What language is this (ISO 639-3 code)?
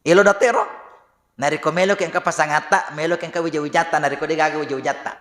bug